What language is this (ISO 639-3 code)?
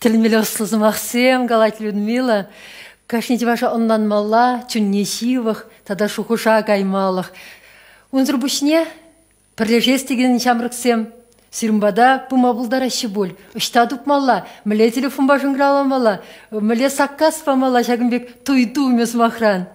chv